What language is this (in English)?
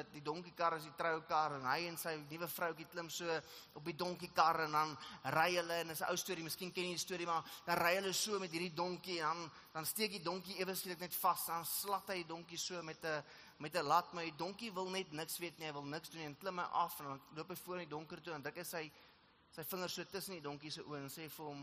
Afrikaans